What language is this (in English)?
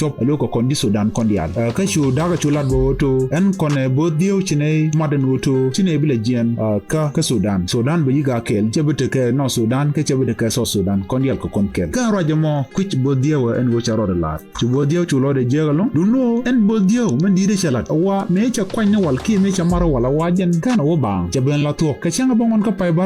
Nuer